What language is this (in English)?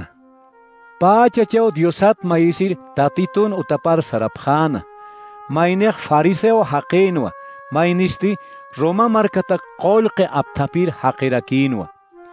Aymara